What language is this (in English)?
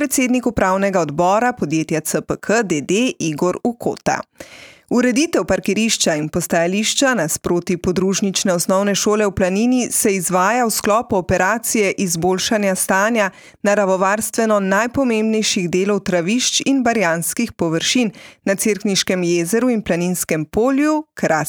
Slovenian